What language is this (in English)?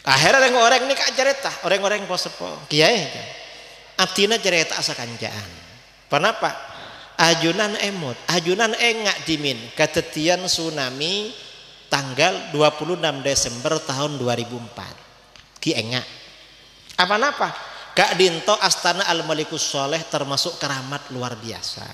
Madurese